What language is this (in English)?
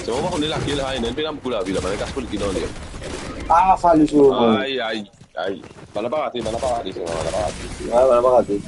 Morisyen